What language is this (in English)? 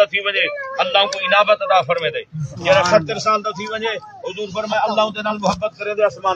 Saraiki